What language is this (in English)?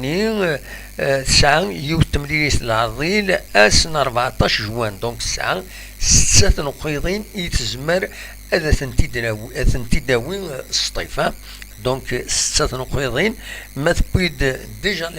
Kabyle